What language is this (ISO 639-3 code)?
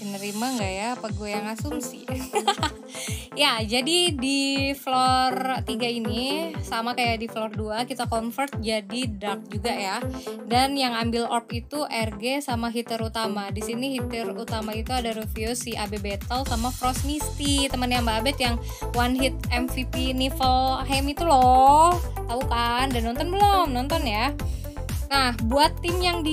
ind